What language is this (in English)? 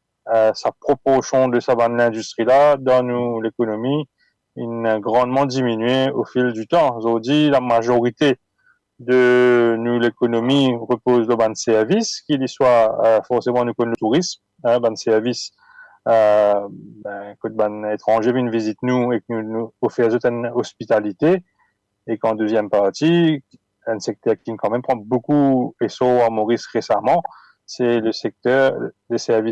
Morisyen